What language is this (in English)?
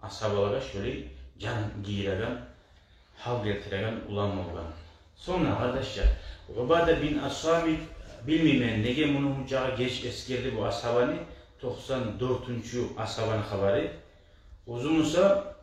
Kumyk